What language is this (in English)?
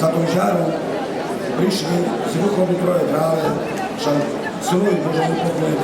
Rusyn